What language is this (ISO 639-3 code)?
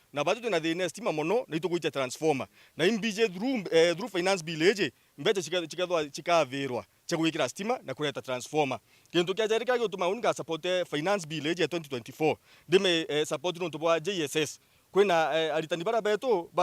mer